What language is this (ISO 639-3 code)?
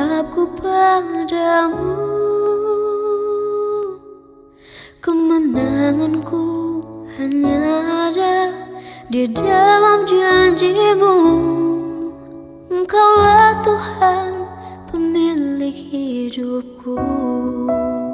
ind